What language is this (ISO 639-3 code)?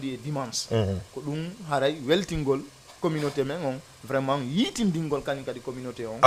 ful